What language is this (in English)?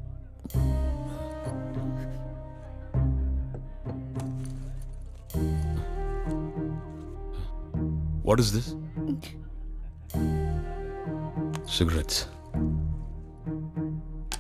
Malayalam